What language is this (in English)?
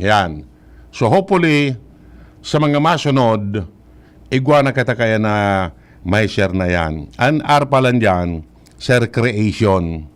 Bikol